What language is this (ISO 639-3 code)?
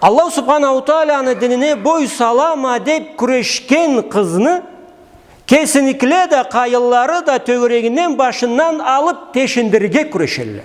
krc